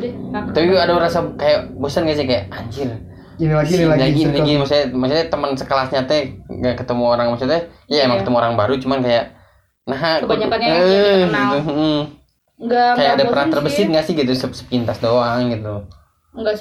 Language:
Indonesian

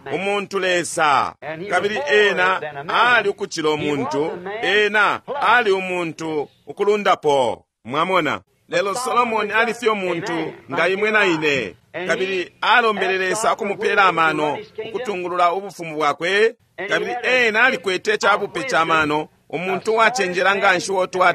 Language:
Bemba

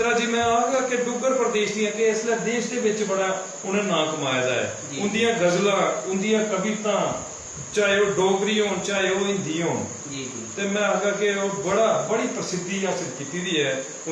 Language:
Dogri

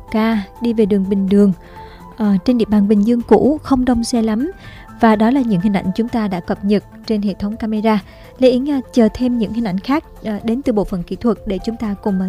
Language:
Vietnamese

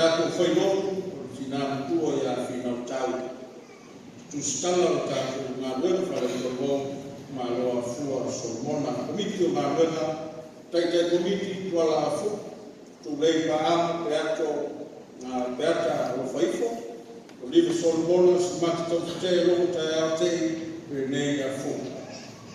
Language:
Samoan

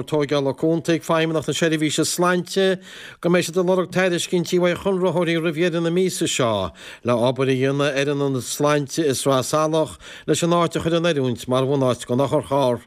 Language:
Irish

